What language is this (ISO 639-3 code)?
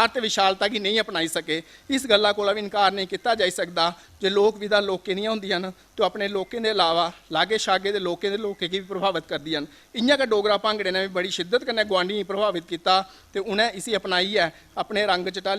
doi